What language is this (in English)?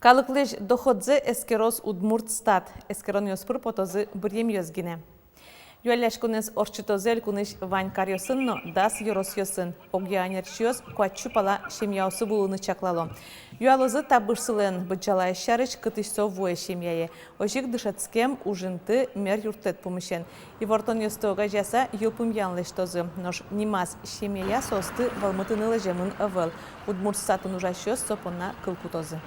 Udmurt